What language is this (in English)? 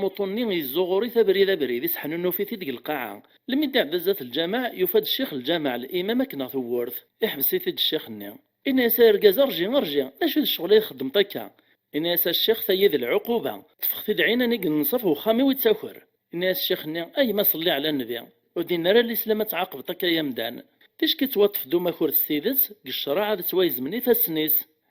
Kabyle